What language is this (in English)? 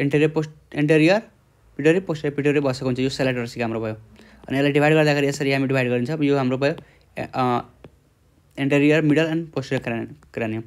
Nepali